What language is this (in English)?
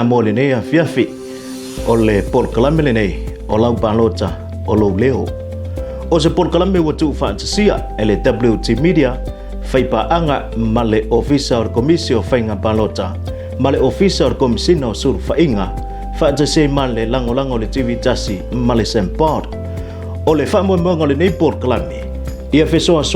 Samoan